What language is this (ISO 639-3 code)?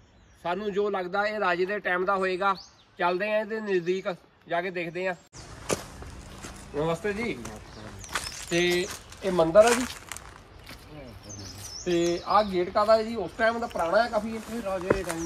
pan